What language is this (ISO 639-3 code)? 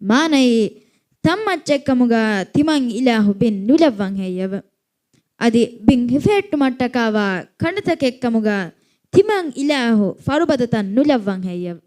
div